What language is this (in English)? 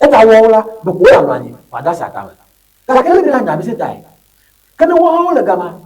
Ewe